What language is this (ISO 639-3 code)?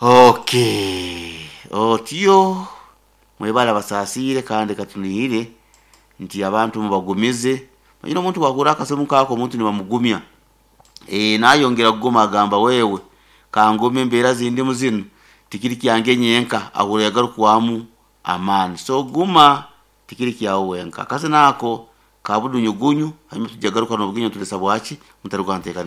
nyo